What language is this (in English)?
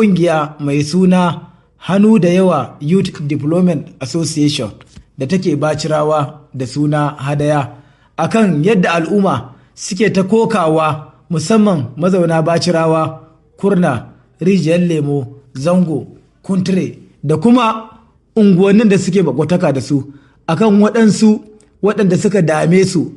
Hausa